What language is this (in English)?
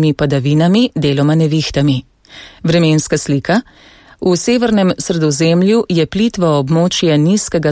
Slovenian